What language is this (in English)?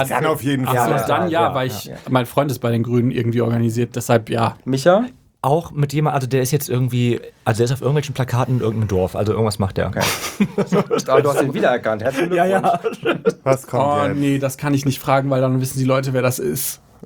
German